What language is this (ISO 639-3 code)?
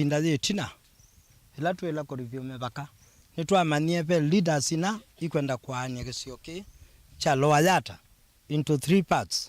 kam